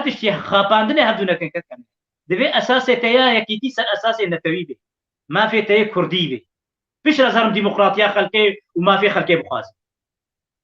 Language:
Kurdish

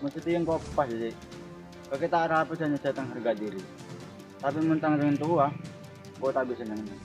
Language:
Madurese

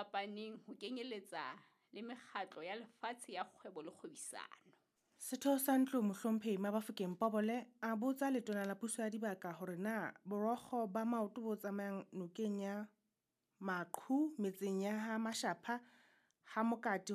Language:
Southern Sotho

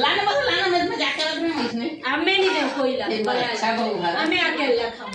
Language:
Chhattisgarhi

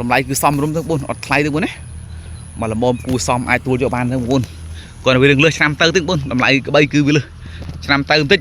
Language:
Khmer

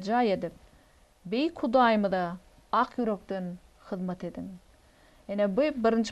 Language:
Turkmen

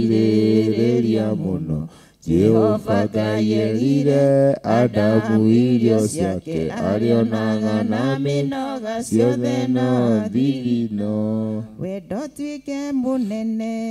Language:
Kikuyu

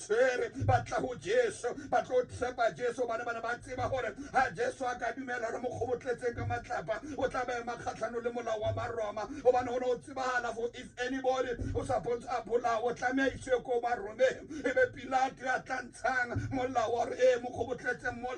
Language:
Tswana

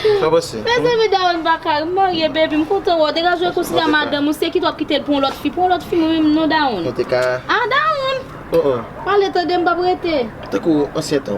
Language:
Haitian Creole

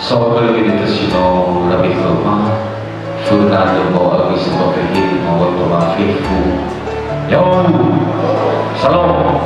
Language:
Nias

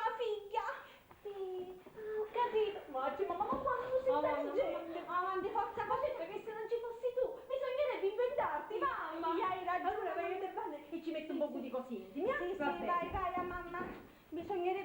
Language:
Sicilian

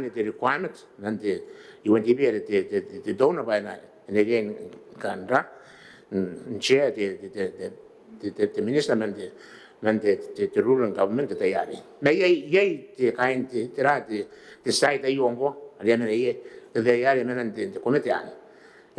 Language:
Gilbertese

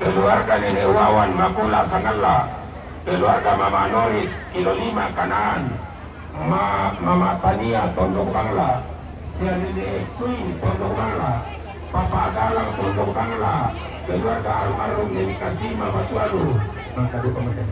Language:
Toraja-Sa'dan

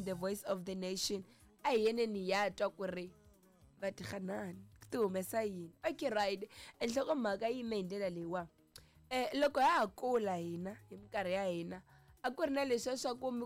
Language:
Tsonga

